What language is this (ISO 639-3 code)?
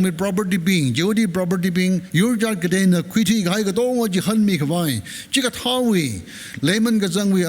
nmf